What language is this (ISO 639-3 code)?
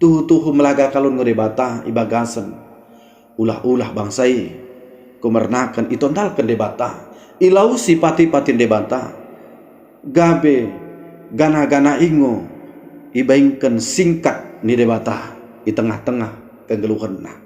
btd